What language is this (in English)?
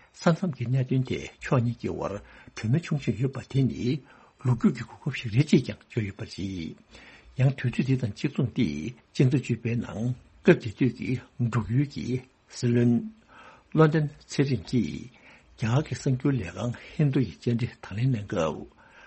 Tibetan